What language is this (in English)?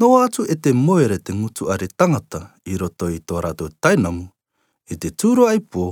Rarotongan